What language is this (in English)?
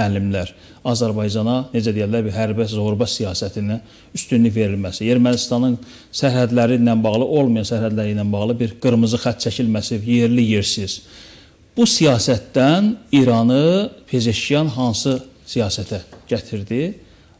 Azerbaijani